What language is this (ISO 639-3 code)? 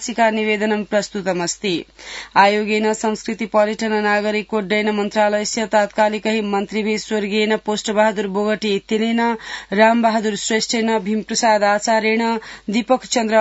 san